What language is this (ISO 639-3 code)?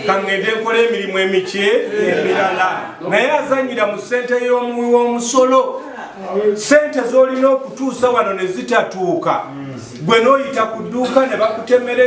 lug